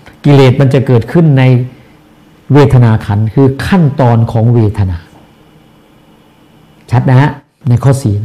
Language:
Thai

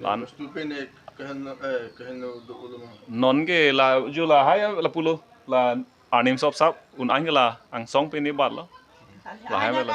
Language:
Karbi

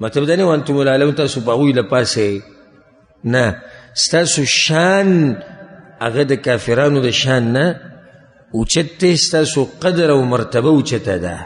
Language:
Pashto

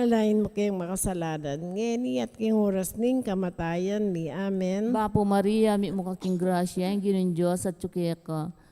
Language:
Pampanga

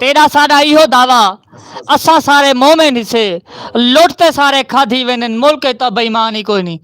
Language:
Saraiki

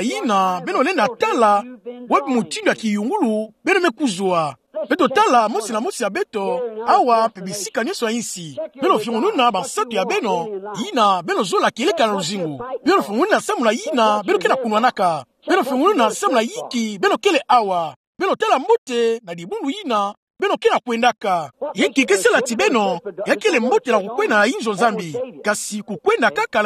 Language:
Kituba (Democratic Republic of Congo)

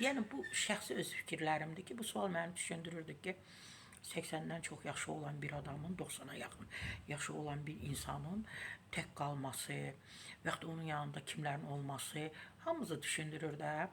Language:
Azerbaijani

